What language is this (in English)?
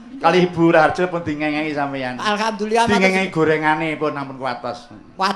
Javanese